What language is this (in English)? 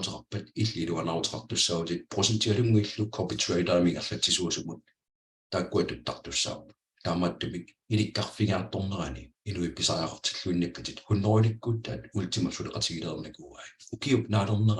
Kalaallisut